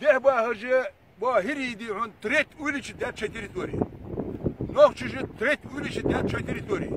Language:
Ingush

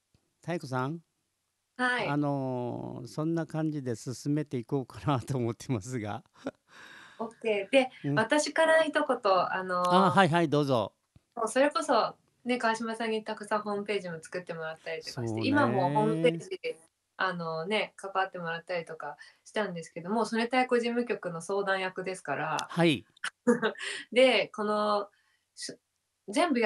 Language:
Japanese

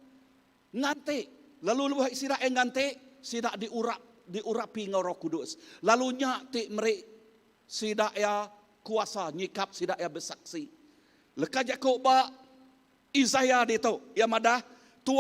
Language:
Iban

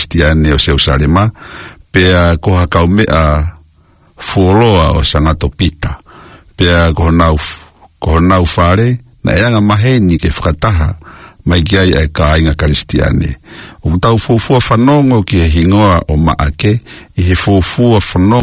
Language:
Tongan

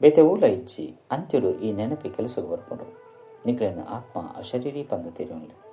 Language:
Tulu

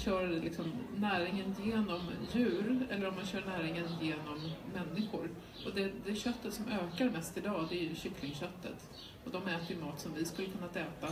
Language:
Swedish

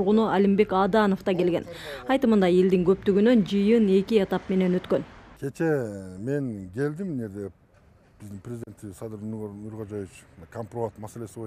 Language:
Kyrgyz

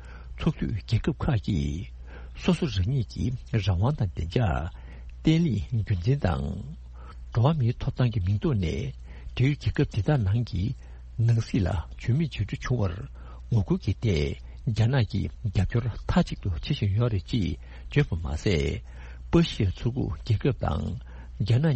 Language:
Tibetan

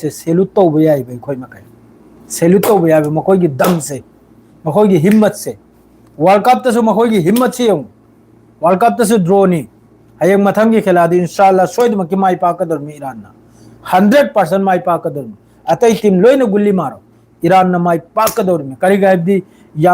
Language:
Manipuri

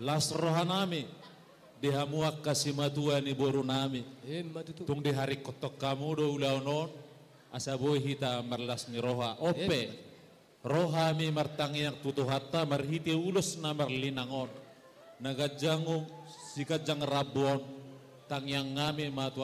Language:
Batak Toba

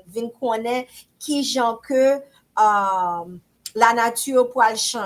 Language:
Haitian Creole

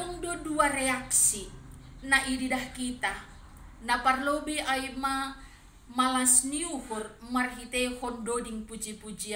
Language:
Batak Simalungun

